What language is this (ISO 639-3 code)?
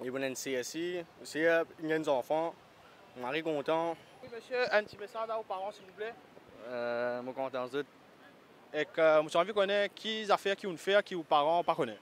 mfe